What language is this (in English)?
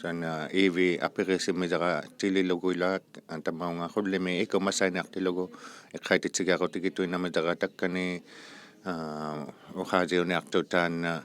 Inuktitut